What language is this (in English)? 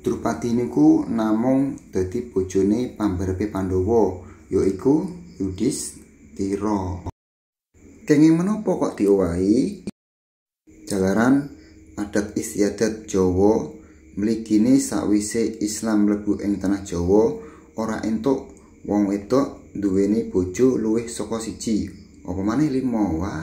Javanese